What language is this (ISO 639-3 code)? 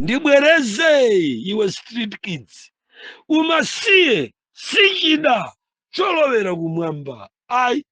nya